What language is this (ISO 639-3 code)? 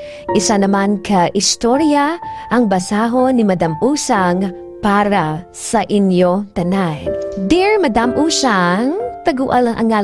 hil